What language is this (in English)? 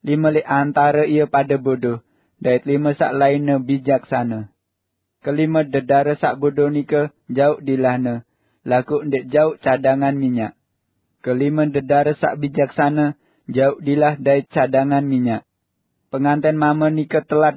Sasak